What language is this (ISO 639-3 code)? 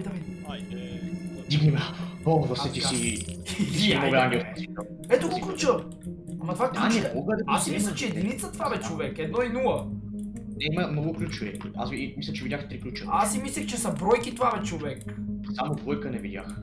bul